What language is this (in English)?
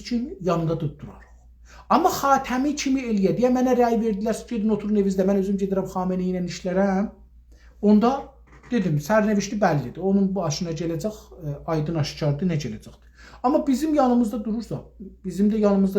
South Azerbaijani